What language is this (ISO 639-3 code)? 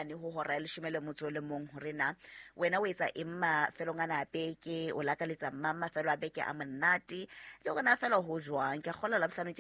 sot